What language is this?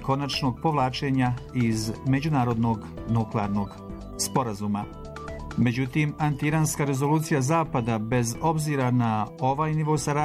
Bosnian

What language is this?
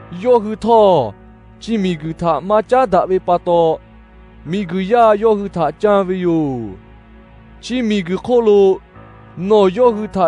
Lahu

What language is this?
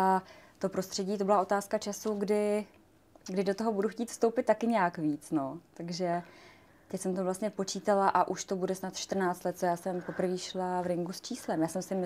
Czech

